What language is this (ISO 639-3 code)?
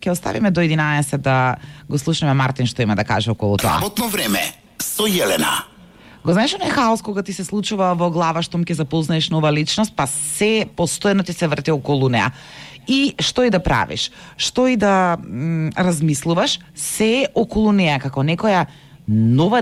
mkd